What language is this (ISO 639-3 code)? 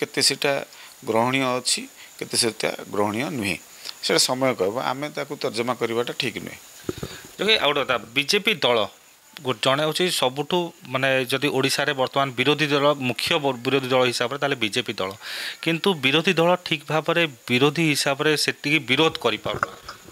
ori